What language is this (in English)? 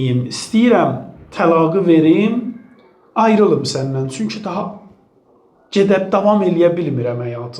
Azerbaijani